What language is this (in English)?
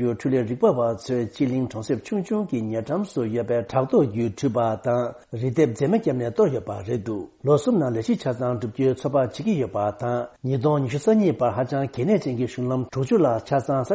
Tibetan